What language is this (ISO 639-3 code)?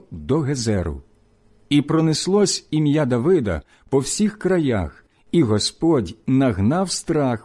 ukr